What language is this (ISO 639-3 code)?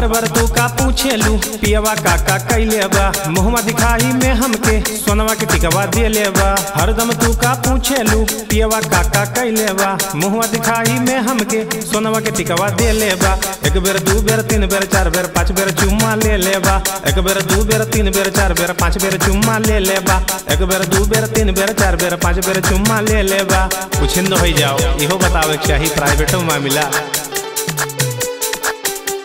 bho